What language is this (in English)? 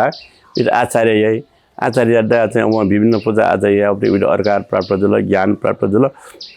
Newari